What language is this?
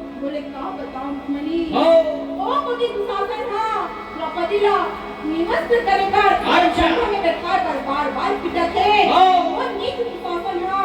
Chhattisgarhi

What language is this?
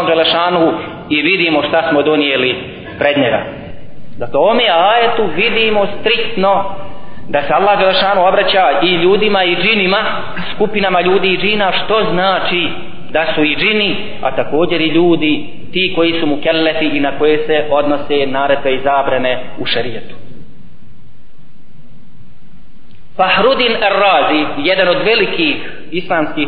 Bosnian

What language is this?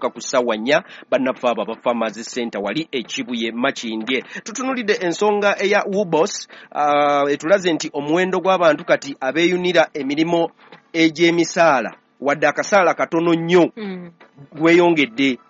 Ganda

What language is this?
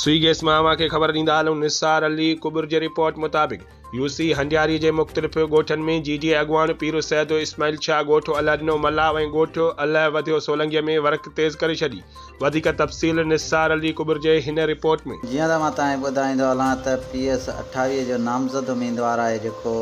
Sindhi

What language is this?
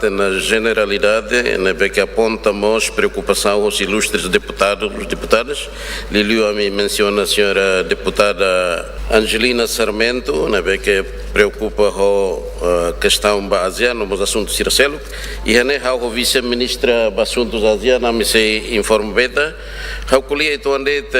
Tetum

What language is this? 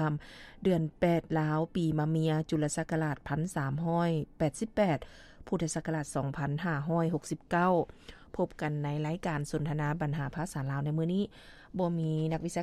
Lao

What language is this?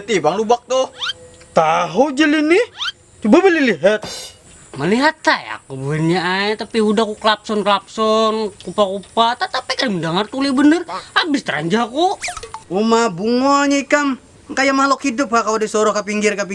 Banjar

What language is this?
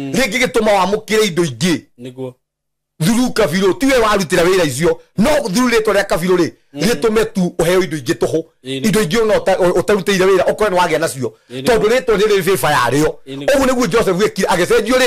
Kikuyu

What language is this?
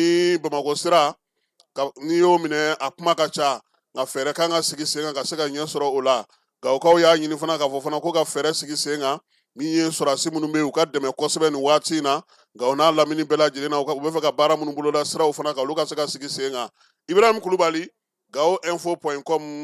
Bambara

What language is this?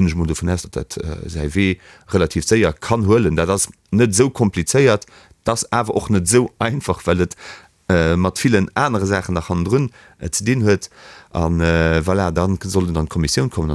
Luxembourgish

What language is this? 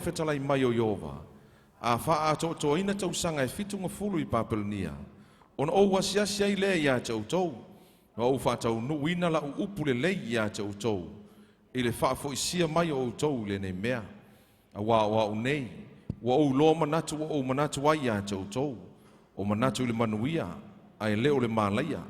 Samoan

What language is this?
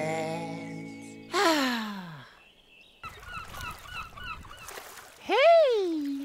Swedish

